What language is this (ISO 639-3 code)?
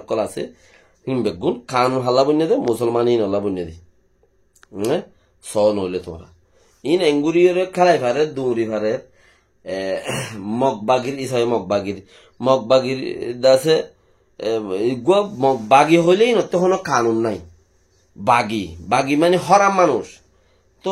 rhg